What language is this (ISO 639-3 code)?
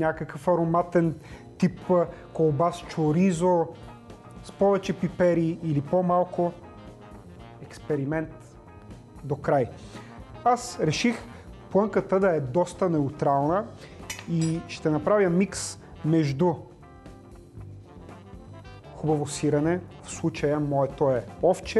bul